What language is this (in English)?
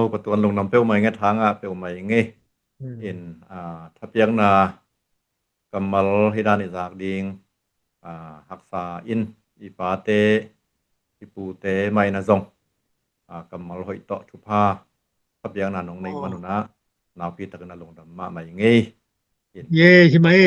Tedim Chin